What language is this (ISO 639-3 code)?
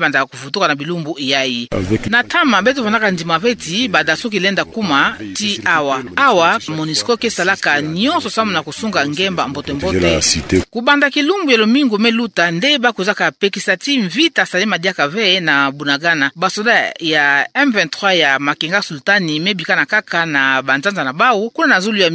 ktu